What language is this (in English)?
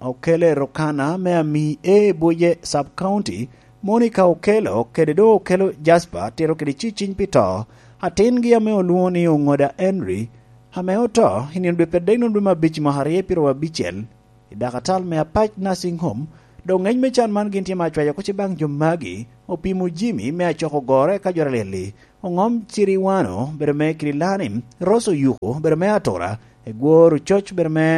Lango (Uganda)